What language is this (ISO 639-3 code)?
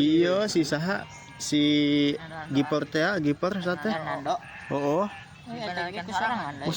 sun